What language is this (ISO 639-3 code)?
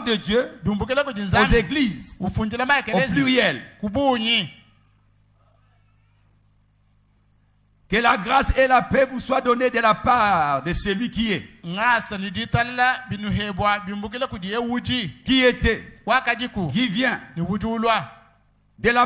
fra